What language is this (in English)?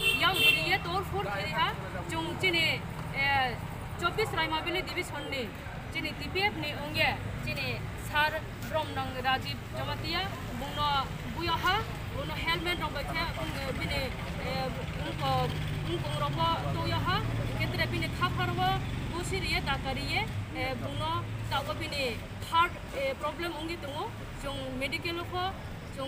Kok Borok